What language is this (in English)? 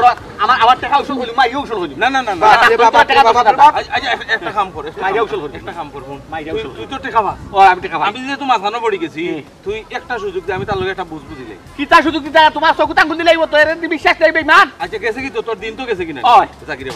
Sylheti